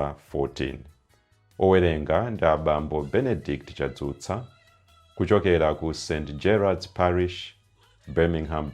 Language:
Nyanja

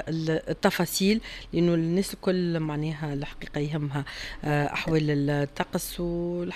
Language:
Tunisian Arabic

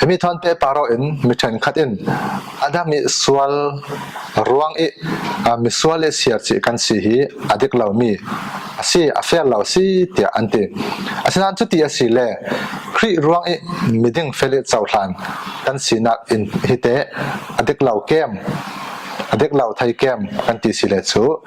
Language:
Falam Chin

